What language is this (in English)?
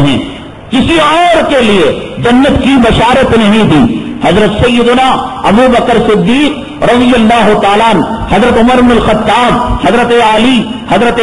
Urdu